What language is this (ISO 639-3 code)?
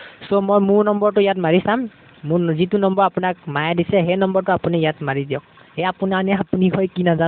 asm